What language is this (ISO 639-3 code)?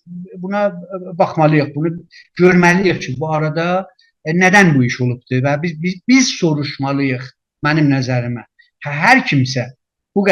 azb